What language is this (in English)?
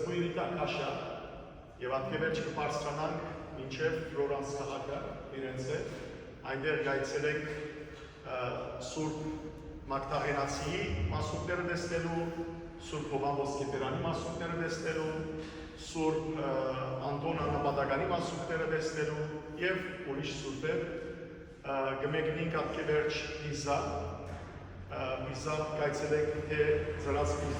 Western Armenian